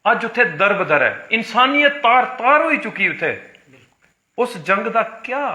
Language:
Dogri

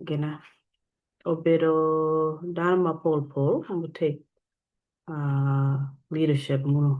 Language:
Acoli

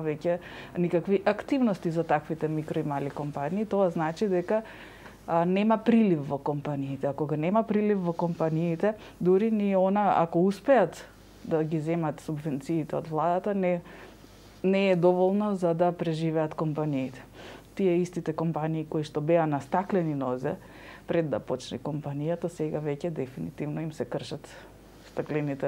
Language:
Macedonian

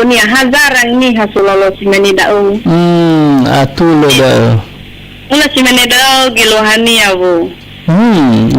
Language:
Nias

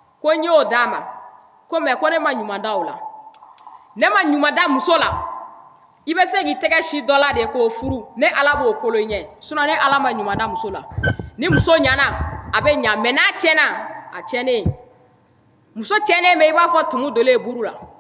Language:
Bambara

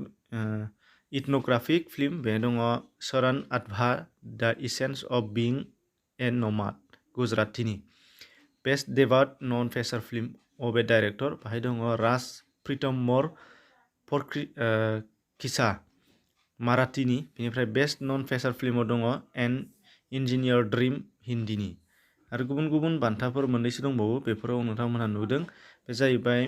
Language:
Bodo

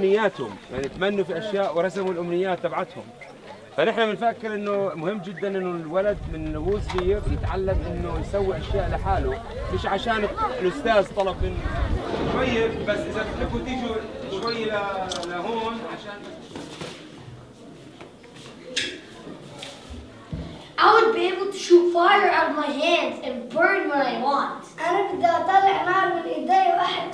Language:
South Levantine Arabic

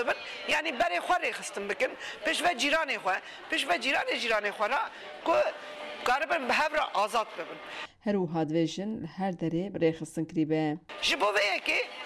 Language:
Kurdish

